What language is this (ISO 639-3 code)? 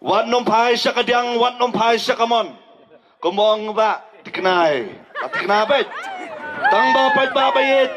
kha